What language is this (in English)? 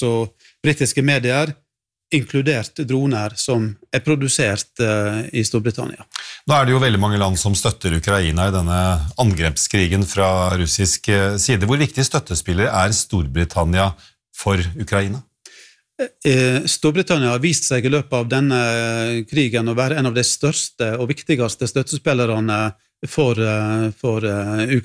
Norwegian